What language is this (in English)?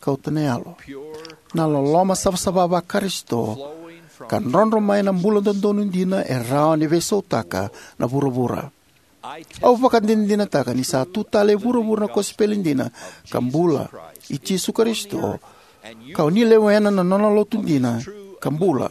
Fijian